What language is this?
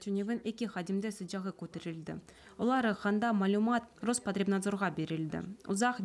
Crimean Tatar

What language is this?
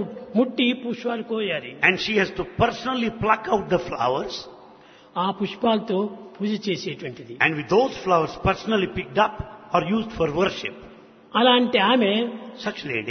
Telugu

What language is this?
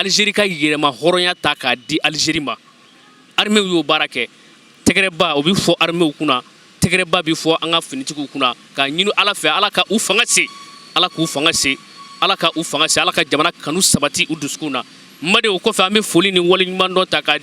Bambara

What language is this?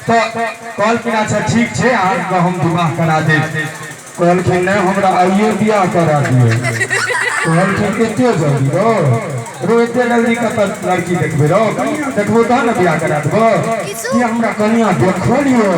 Maithili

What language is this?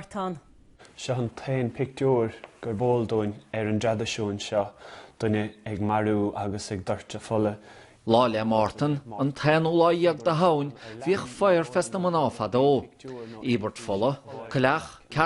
Irish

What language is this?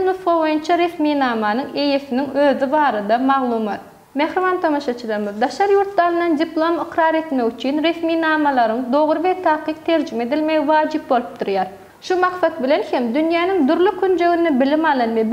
Turkmen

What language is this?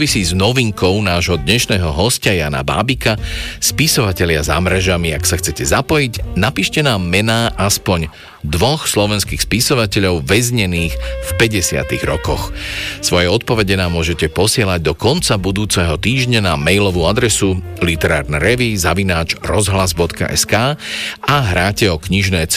Slovak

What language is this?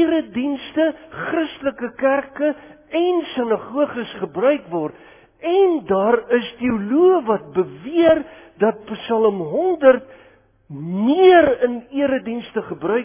Afrikaans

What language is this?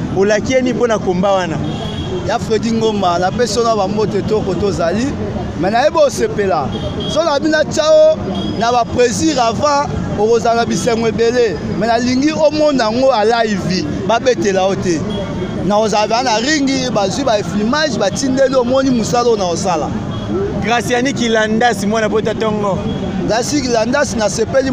Lingala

